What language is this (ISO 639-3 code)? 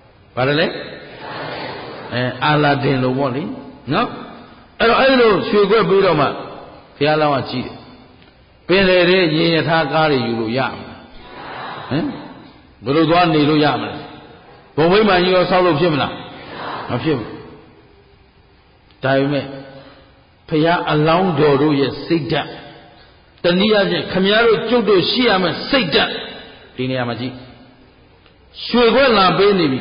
mya